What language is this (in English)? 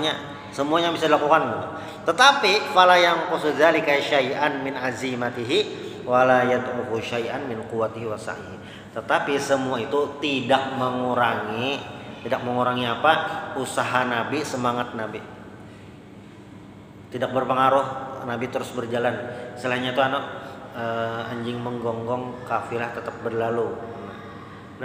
Indonesian